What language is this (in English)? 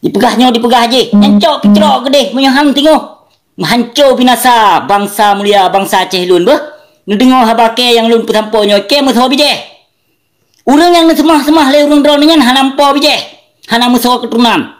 Achinese